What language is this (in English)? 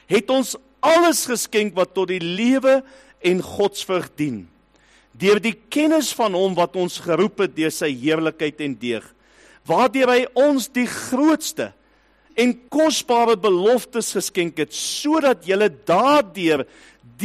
Afrikaans